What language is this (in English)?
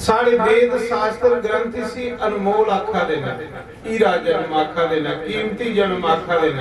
Dogri